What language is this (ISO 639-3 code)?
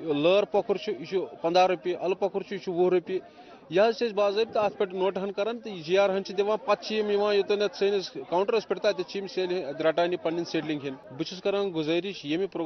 kas